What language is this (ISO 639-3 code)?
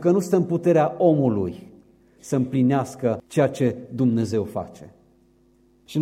ron